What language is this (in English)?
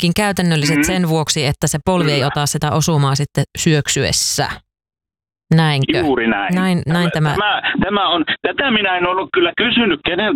Finnish